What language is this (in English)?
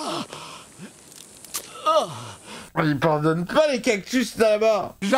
French